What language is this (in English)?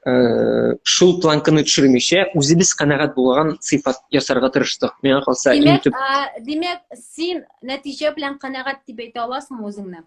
Tatar